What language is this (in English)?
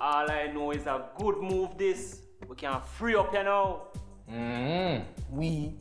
Jamaican Creole English